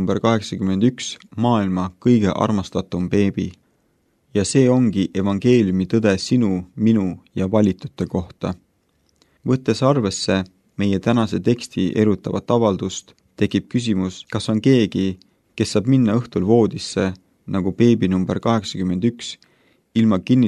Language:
Estonian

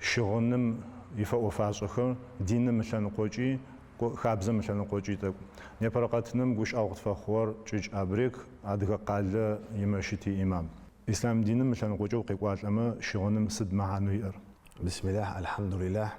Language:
Adyghe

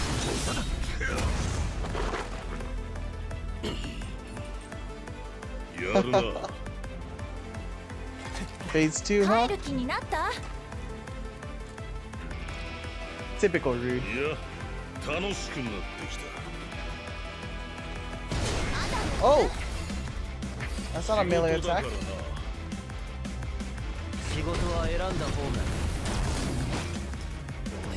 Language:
Japanese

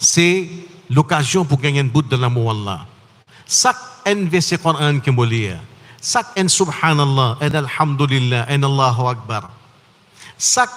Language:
Morisyen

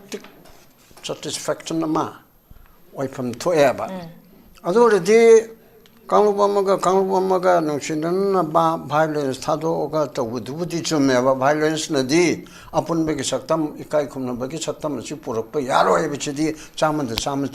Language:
Manipuri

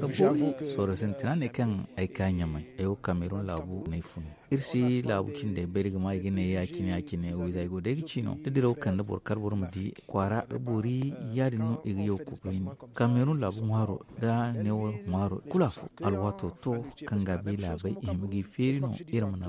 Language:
Zarma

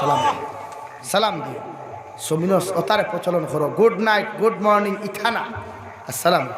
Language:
Sylheti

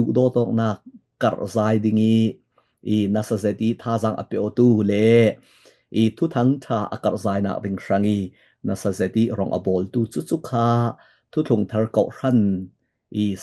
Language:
Falam Chin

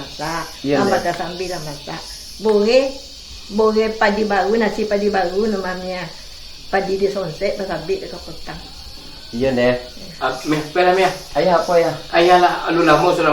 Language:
Minangkabau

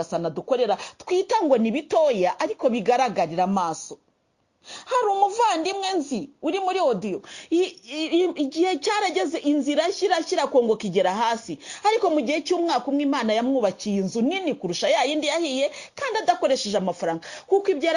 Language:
Kinyarwanda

